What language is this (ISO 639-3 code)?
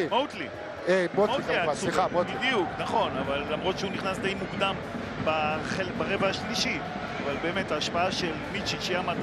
heb